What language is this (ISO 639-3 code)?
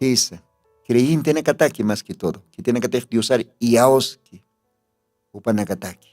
aym